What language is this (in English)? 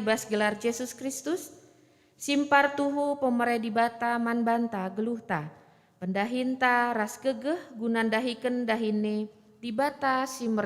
Batak Karo